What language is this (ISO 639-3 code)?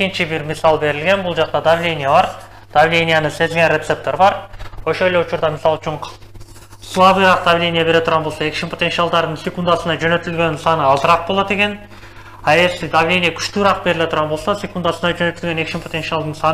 kir